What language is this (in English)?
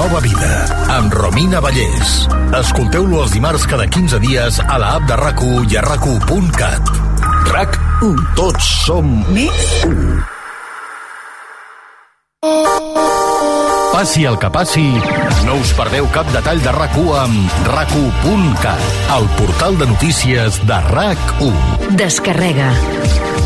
Catalan